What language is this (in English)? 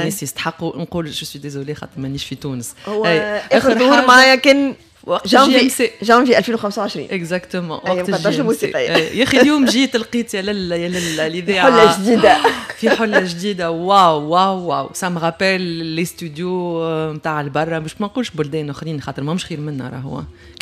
Tunisian Arabic